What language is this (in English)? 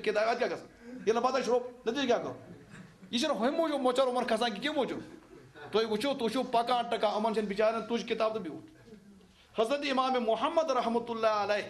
Kashmiri